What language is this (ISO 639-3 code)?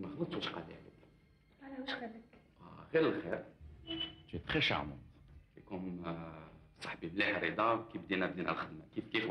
arq